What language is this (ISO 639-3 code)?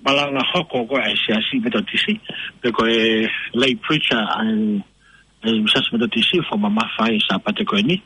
ton